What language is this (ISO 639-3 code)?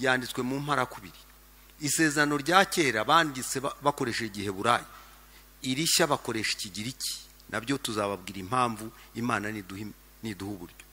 kin